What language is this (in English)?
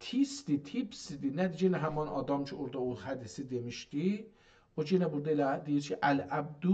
South Azerbaijani